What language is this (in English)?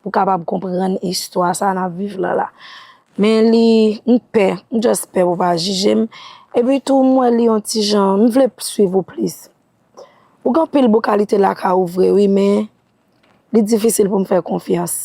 Haitian Creole